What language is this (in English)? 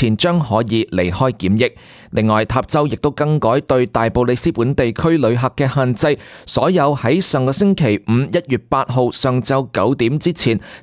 Cantonese